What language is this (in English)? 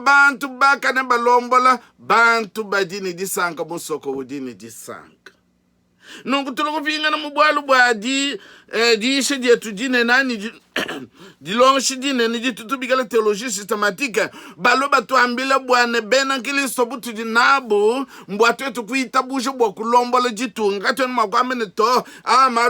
Luba-Lulua